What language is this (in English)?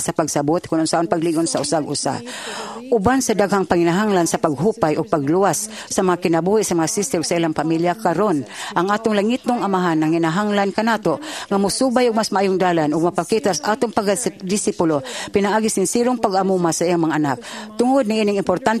Cebuano